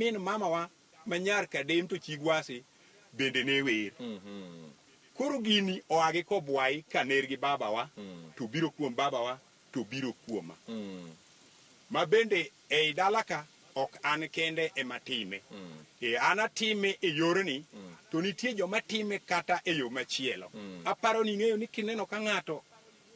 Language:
Luo (Kenya and Tanzania)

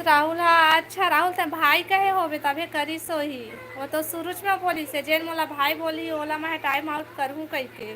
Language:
Chhattisgarhi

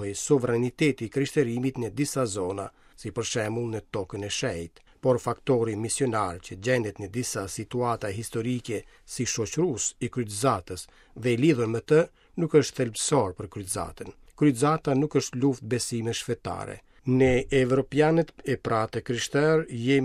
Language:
Albanian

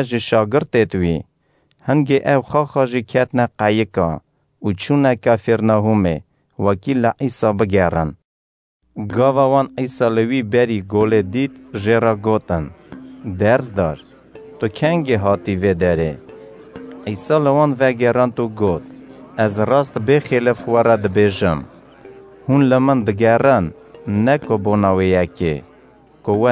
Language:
Kurdish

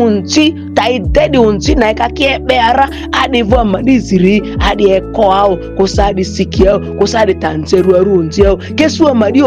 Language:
Ma'di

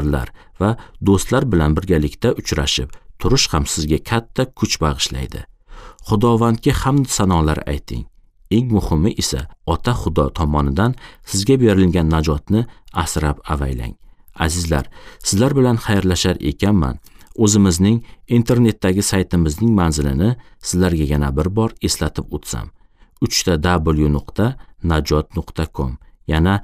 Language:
Uzbek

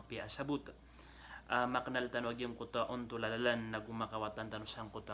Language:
Maranao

